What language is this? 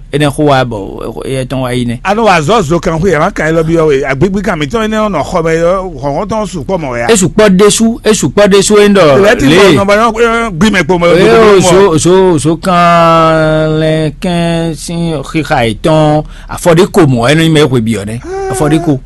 Fon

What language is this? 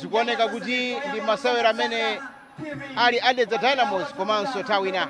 Nyanja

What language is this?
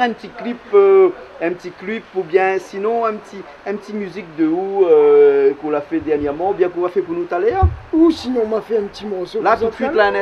Réunion Creole French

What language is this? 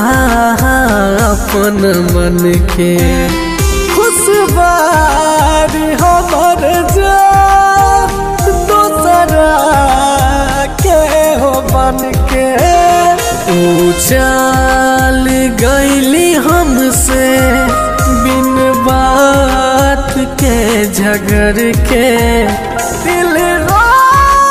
Bhojpuri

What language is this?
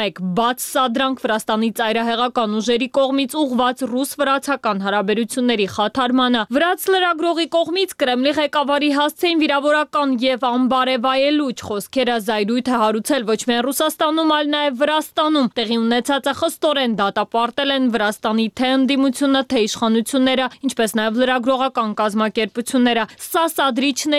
Armenian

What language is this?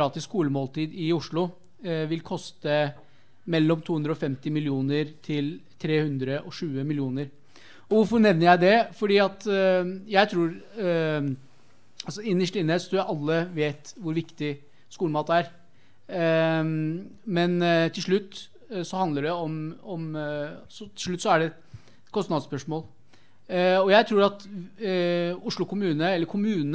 Norwegian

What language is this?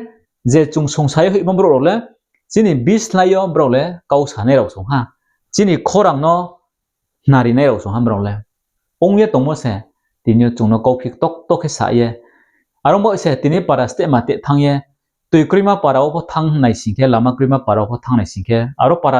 Riang (India)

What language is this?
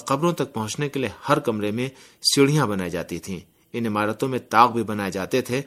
Urdu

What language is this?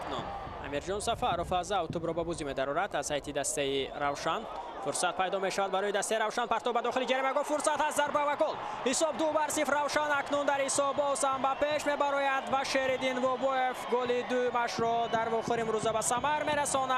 Tajik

